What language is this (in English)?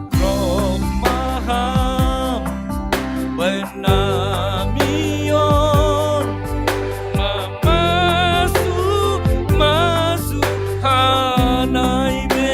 Batak Simalungun